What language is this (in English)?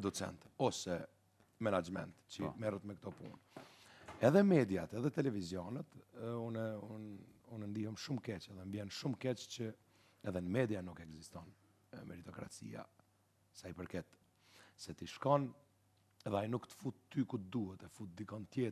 Albanian